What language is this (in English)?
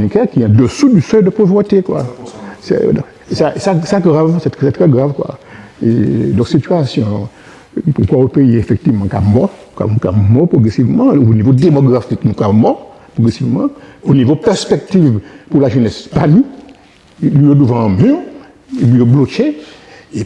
Guadeloupean Creole French